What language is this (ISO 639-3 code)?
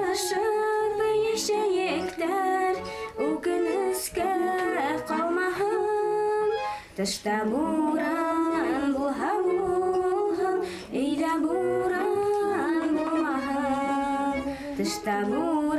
bak